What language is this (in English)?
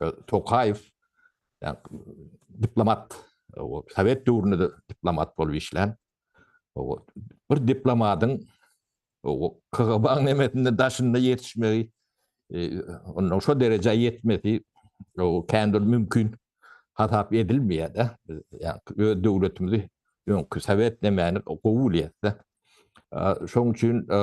Turkmen